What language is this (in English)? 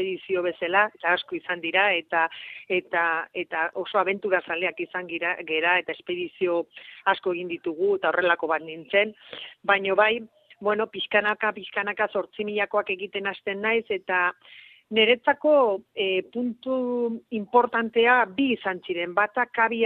Basque